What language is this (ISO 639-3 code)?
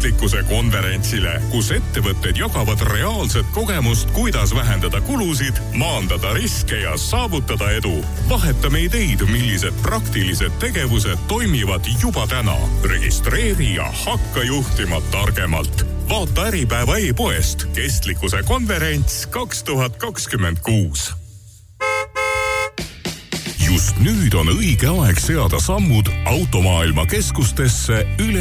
est